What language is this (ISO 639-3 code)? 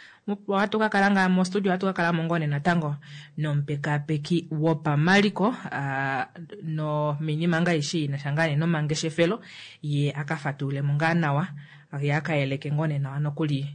kua